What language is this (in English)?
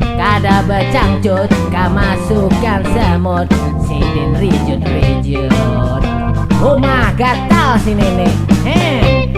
Banjar